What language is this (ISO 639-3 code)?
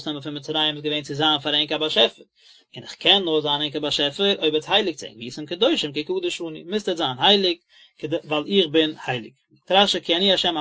yid